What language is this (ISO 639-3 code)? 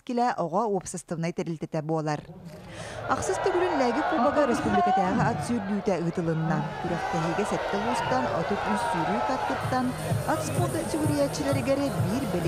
sah